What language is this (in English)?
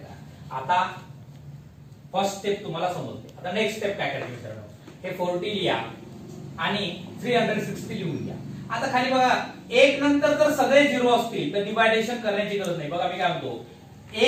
Marathi